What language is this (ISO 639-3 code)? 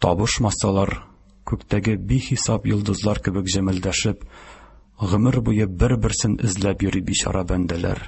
tat